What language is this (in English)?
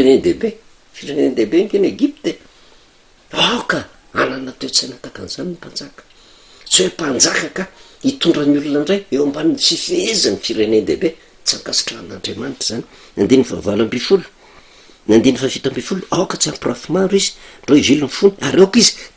Malagasy